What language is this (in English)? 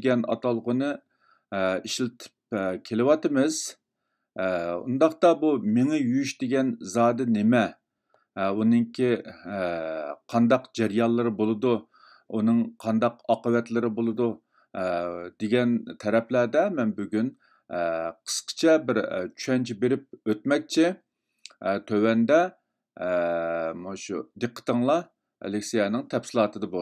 Uyghur